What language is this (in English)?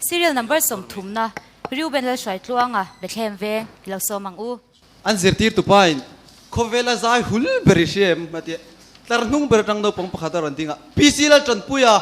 Mizo